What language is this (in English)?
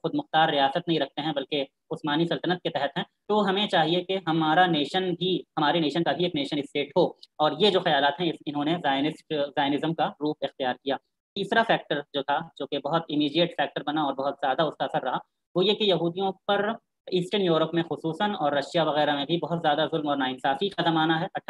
Urdu